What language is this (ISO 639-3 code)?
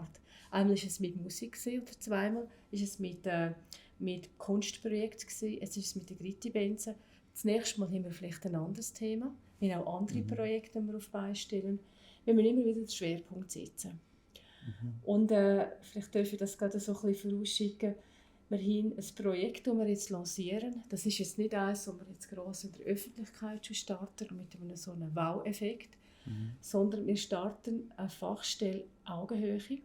gsw